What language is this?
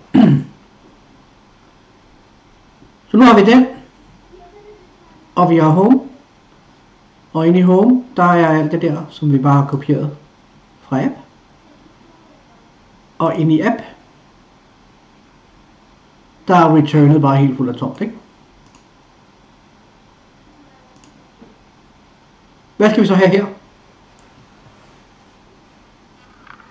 Danish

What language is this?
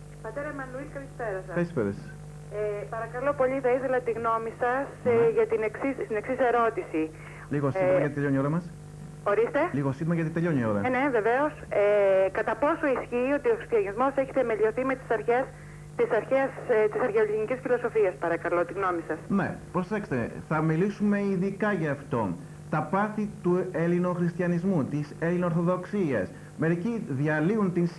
Greek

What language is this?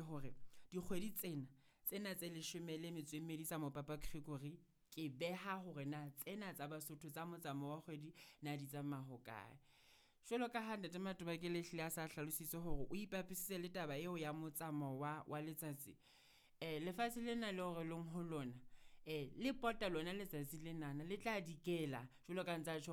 Southern Sotho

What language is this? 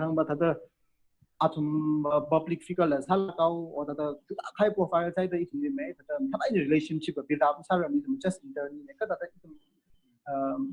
Tangkhul Naga (India)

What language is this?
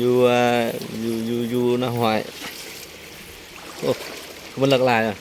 Lao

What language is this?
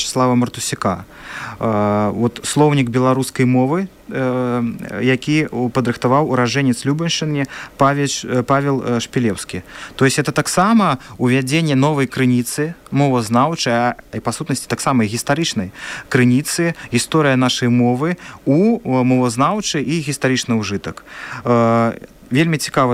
Belarusian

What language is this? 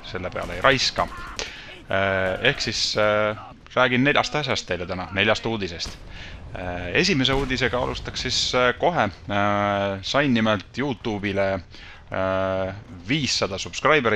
Estonian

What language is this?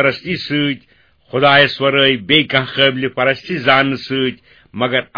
Kashmiri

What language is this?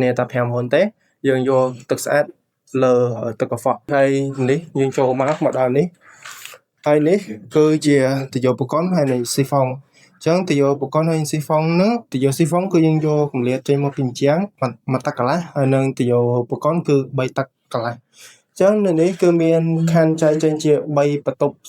Khmer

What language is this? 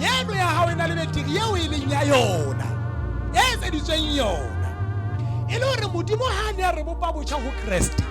Southern Sotho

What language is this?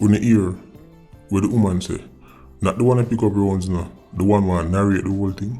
Jamaican Creole English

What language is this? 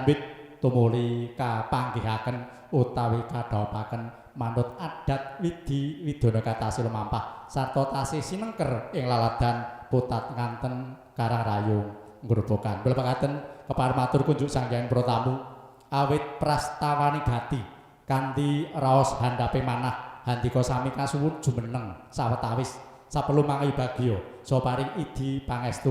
Javanese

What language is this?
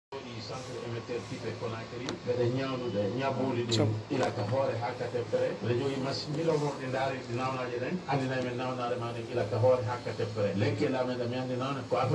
Fula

